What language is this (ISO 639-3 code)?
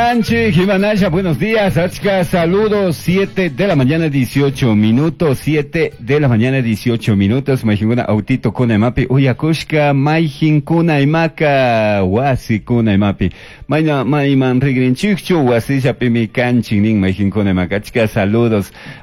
qug